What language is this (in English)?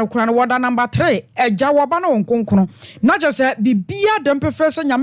Akan